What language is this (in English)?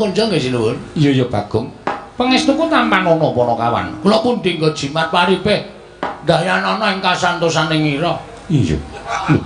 Javanese